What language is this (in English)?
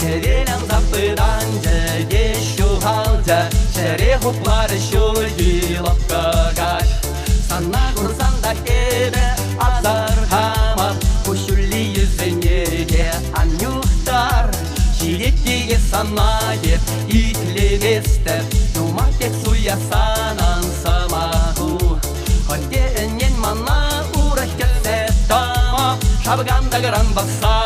Chuvash